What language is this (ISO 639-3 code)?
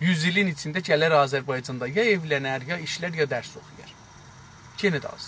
azb